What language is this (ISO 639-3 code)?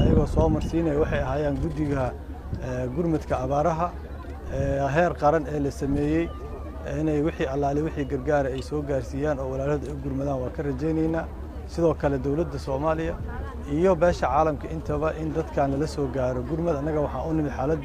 som